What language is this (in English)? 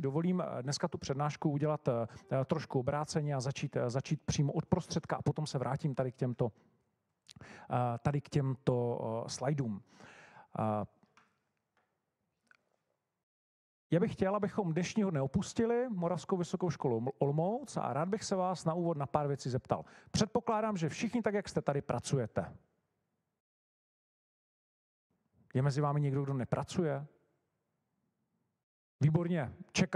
Czech